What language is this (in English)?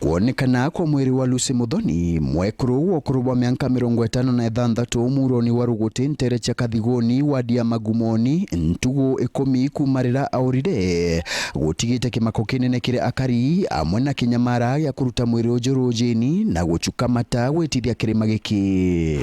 Meru